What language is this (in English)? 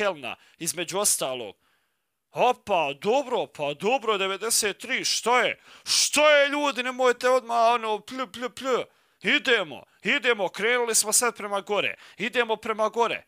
Croatian